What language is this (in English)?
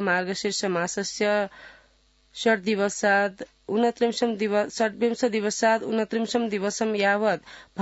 Sanskrit